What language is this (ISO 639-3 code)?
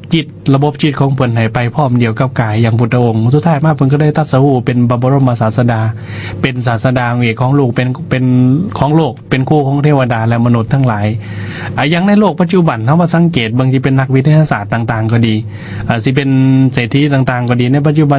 lao